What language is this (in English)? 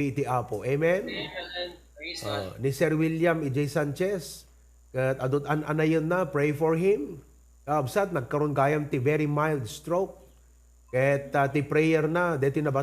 Iloko